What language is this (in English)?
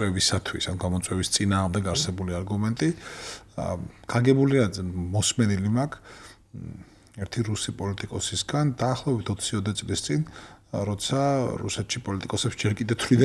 Georgian